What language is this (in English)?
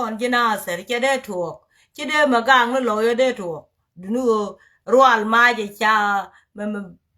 Nuer